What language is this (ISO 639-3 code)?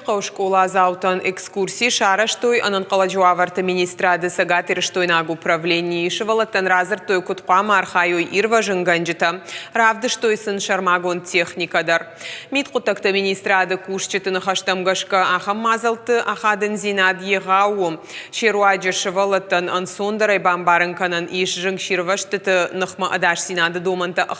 oss